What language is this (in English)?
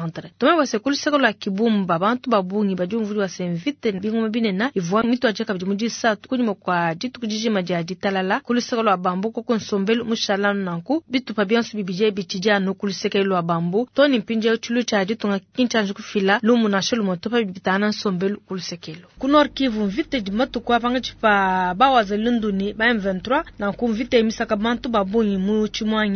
Luba-Lulua